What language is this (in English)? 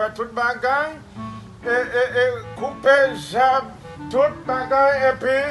Haitian Creole